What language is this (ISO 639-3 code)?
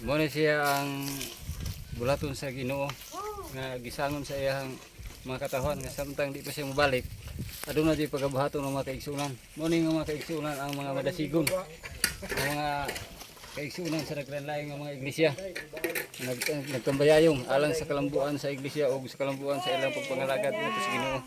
ceb